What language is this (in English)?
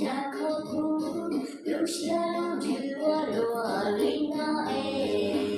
Hmong